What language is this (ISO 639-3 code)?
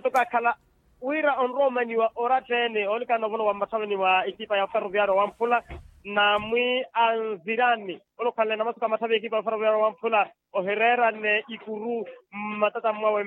vmw